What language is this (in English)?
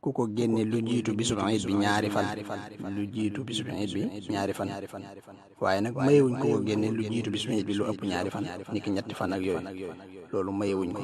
Wolof